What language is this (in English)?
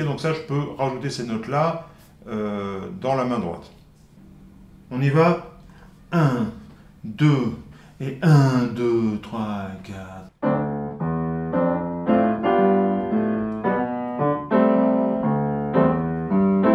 French